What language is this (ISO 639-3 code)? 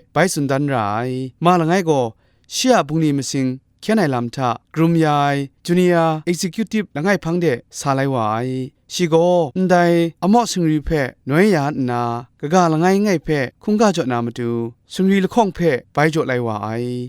kac